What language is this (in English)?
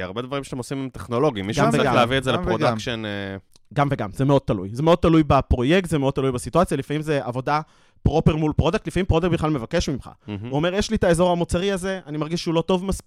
Hebrew